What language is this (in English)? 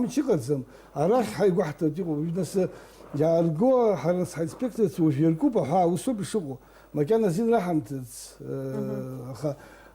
Abkhazian